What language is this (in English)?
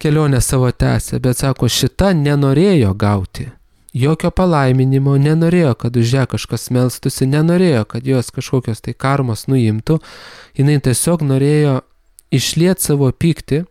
Lithuanian